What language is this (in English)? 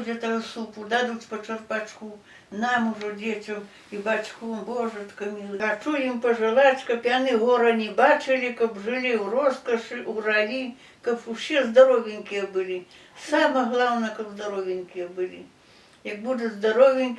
Belarusian